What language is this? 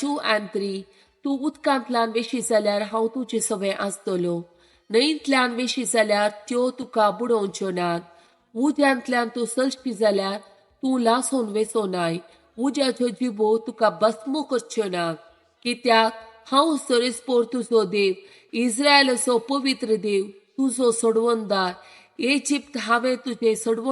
Konkani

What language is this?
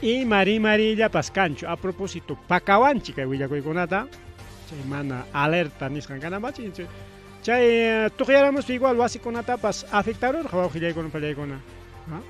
Ayacucho Quechua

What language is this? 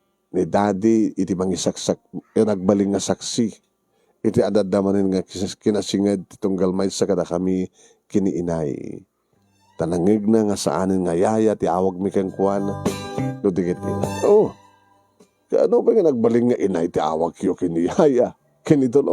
Iloko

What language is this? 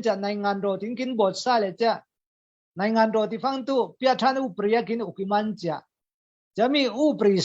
Falam Chin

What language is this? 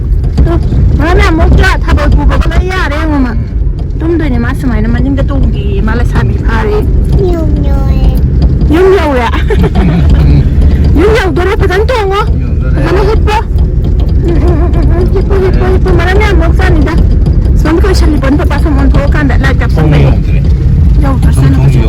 Manipuri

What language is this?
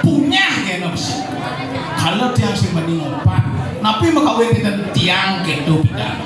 Balinese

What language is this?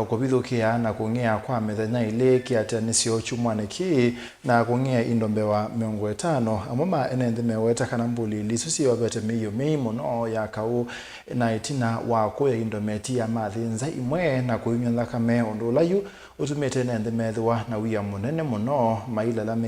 Kamba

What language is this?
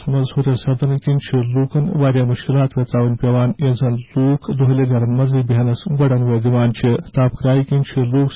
Kashmiri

